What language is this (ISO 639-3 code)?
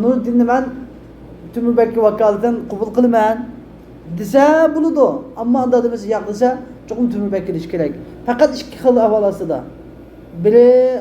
uig